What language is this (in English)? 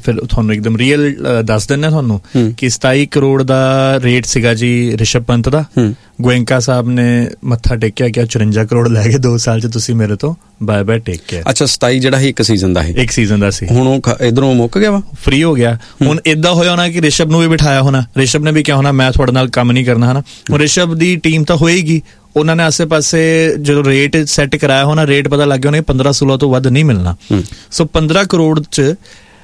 Punjabi